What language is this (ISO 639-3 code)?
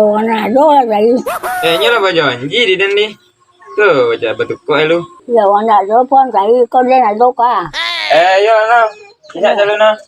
min